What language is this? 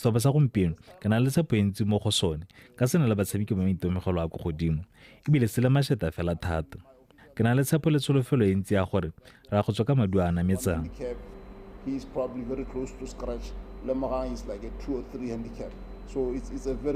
Tswana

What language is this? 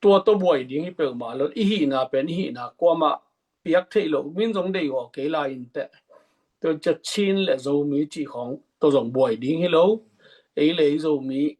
Tedim Chin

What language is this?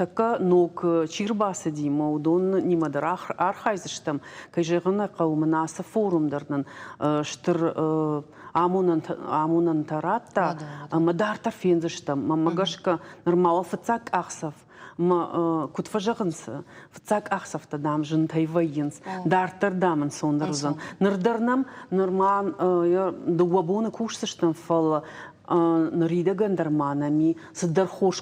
Ossetic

